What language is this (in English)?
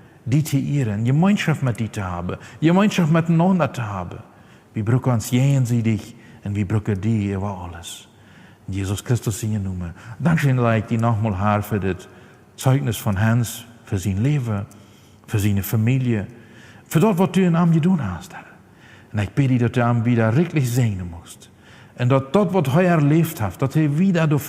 Plautdietsch